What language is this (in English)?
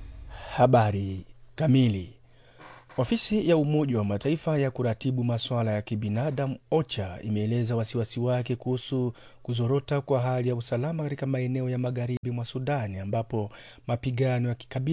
Swahili